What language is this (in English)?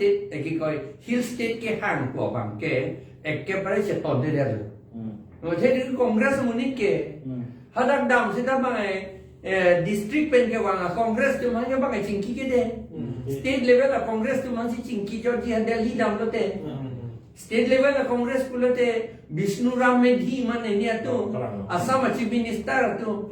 Karbi